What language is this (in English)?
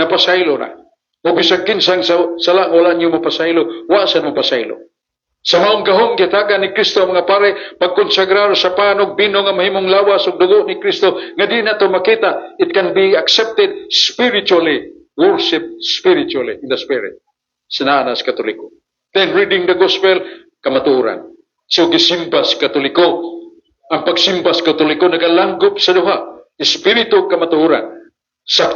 Cebuano